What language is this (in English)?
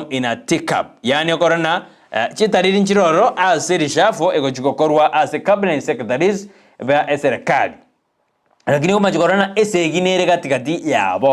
Gusii